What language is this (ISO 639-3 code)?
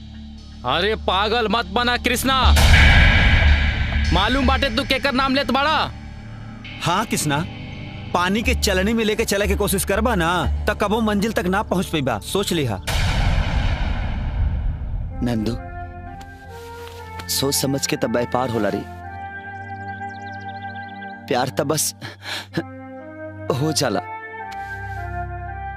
bho